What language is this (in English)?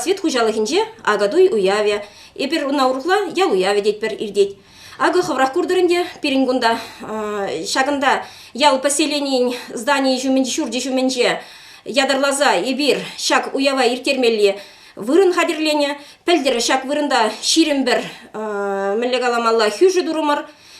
Chuvash